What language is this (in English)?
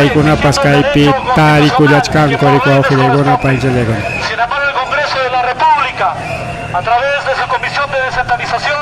Ayacucho Quechua